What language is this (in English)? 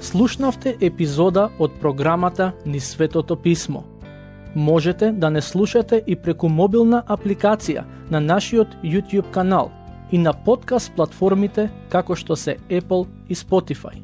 Macedonian